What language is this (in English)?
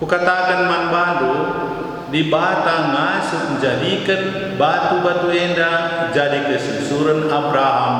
Batak Karo